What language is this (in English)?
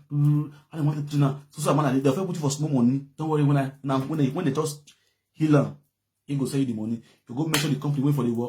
Nigerian Pidgin